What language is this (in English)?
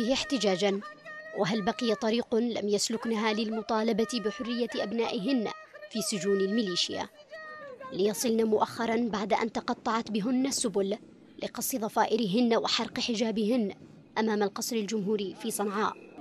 Arabic